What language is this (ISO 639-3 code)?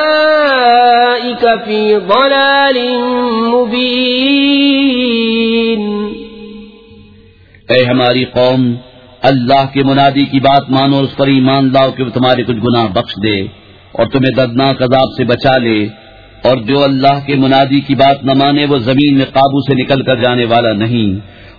urd